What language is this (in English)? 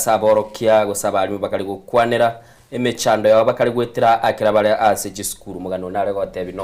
Gusii